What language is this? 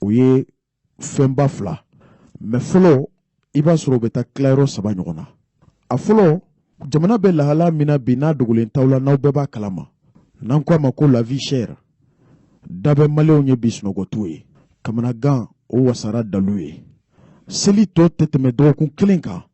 Bambara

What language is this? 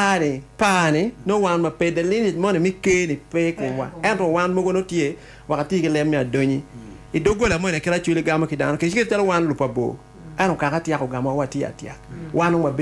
Acoli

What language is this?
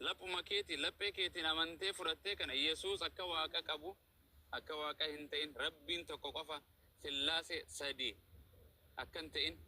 Oromo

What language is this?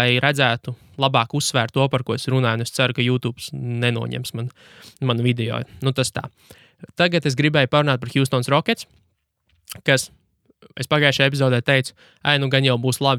Latvian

